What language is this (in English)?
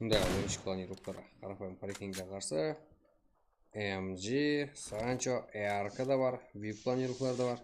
Kara-Kalpak